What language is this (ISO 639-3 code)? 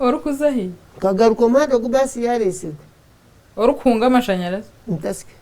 nyn